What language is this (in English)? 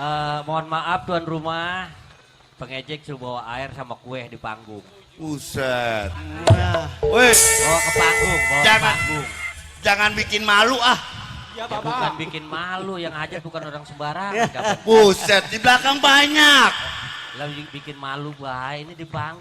Betawi